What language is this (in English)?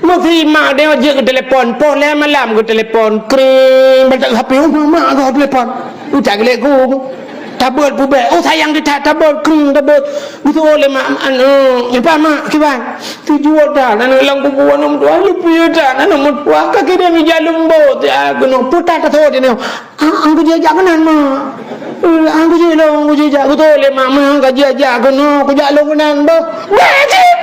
Achinese